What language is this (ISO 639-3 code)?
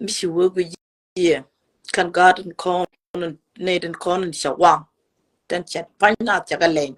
nus